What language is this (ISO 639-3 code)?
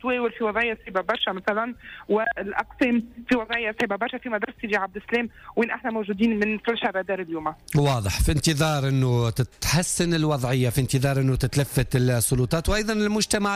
aeb